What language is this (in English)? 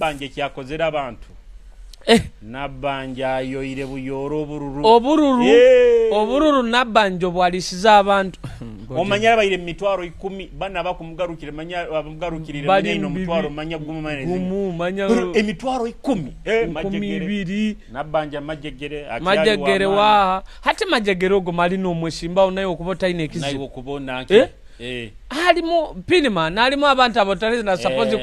Nyoro